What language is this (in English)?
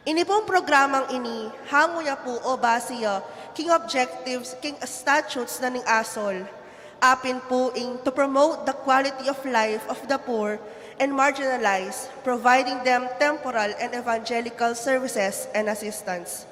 Pampanga